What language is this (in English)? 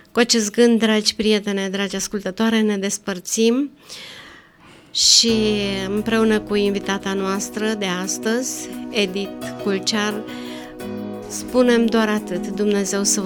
Romanian